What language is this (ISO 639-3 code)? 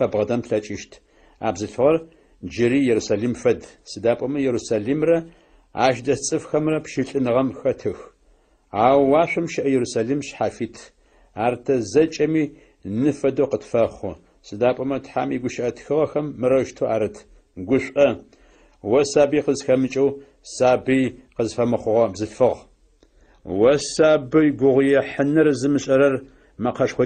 ady